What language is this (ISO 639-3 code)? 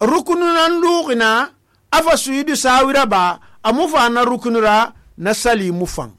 sus